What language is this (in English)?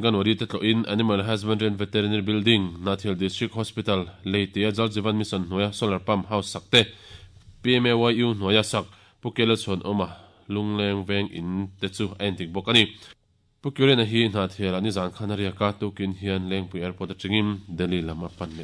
Mizo